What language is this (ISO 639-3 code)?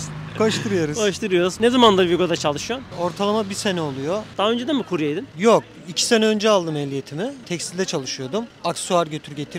tur